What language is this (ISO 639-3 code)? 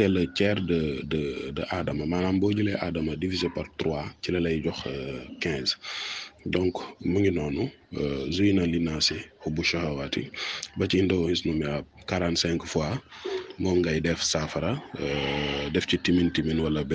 wol